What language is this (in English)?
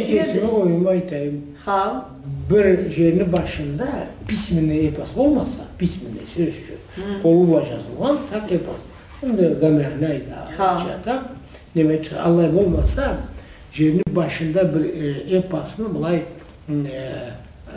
Karachay-Balkar